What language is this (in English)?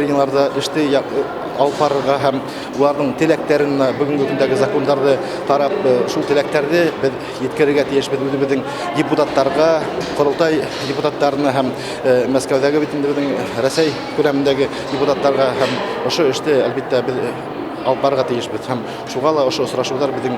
Bashkir